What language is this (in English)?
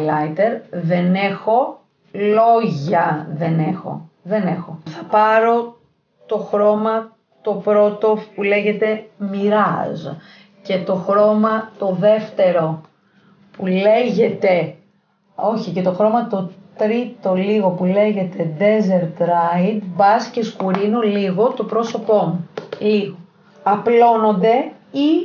Greek